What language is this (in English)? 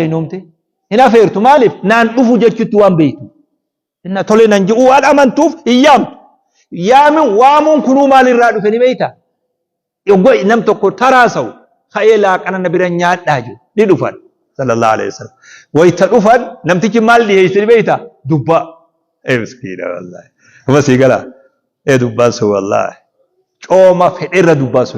Oromo